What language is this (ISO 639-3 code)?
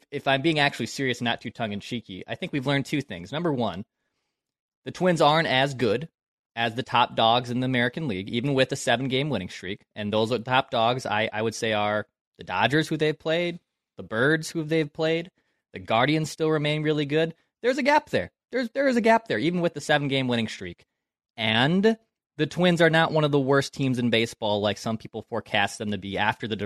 eng